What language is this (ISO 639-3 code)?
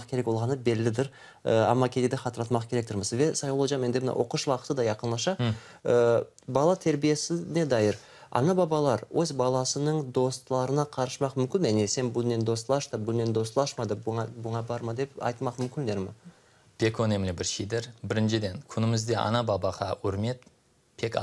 crh